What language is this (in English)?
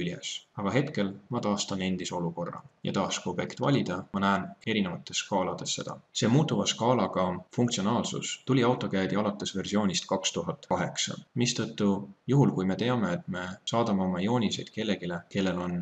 Estonian